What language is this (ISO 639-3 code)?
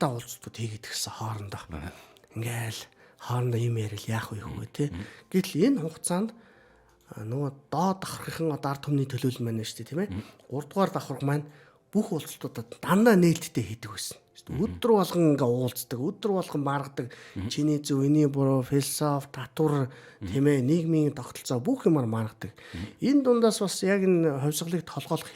mon